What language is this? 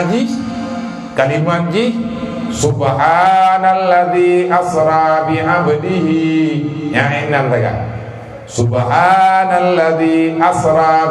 Achinese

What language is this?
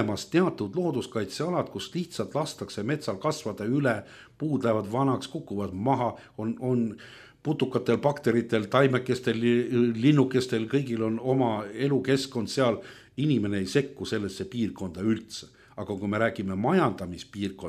Estonian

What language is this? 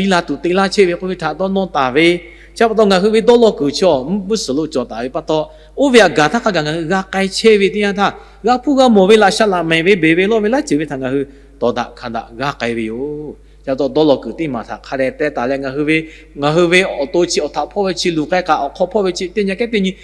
Lahu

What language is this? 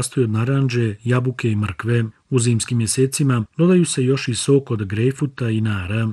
Bosnian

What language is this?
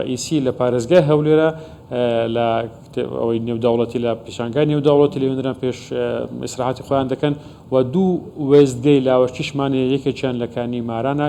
Central Kurdish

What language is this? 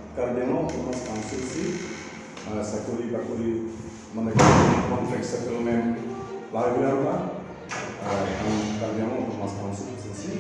Karbi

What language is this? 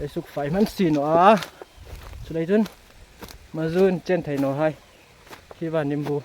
Hmar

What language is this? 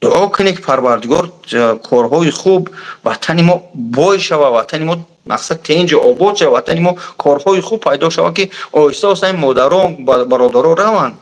Tajik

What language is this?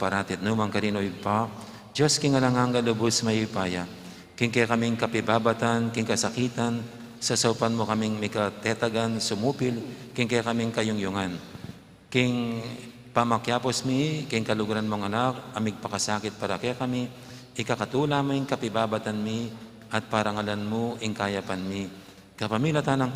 Pampanga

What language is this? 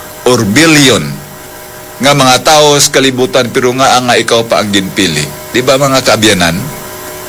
Hiligaynon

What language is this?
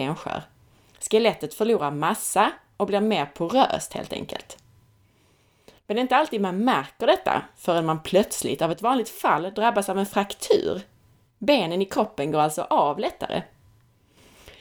Swedish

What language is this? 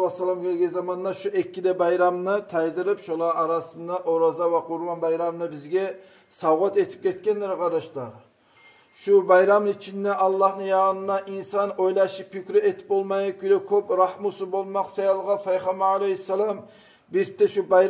Kumyk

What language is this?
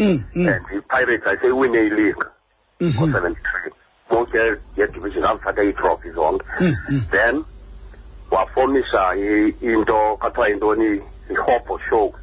Xhosa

